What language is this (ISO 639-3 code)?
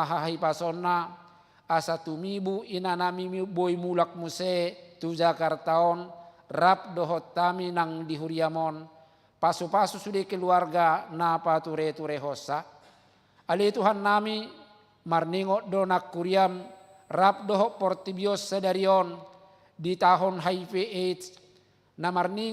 bbc